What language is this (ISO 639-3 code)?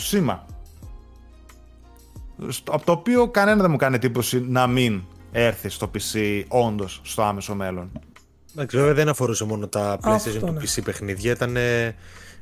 ell